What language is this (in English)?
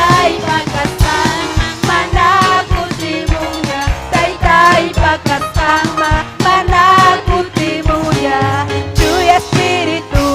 Ayacucho Quechua